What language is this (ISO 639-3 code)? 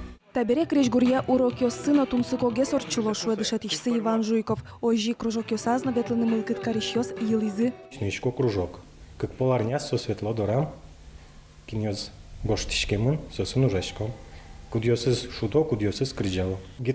udm